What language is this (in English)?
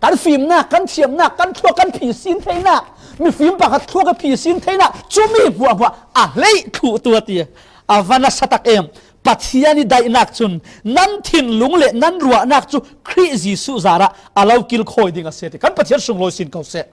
Falam Chin